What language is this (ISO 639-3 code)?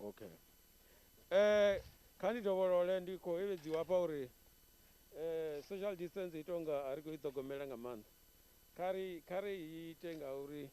ven